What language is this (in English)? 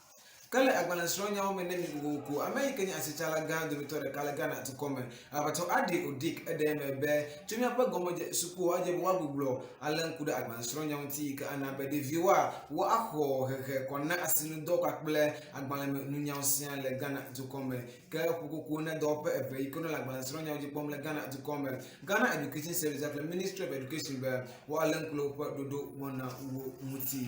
Ewe